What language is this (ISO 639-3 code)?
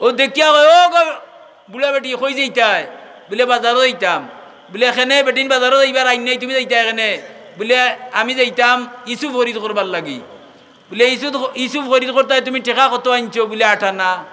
syl